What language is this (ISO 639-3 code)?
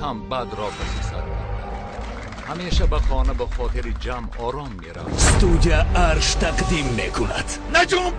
tgk